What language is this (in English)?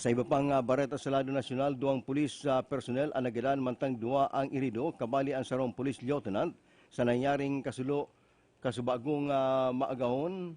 Bikol